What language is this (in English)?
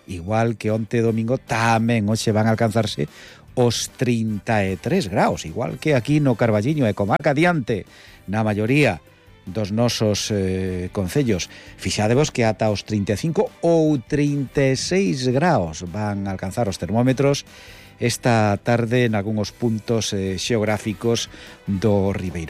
Galician